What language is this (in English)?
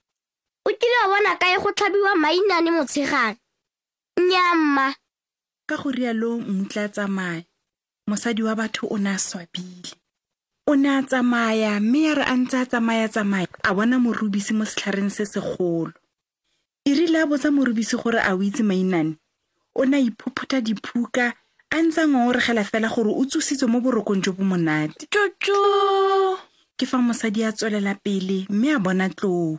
Tswana